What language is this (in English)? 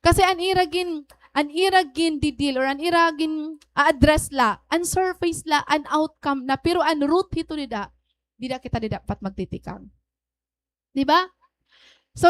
Waray